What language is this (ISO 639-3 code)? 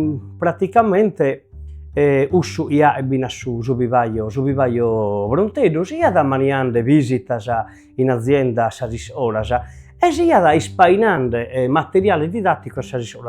srd